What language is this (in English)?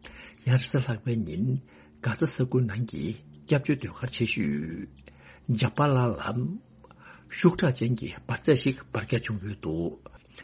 Tibetan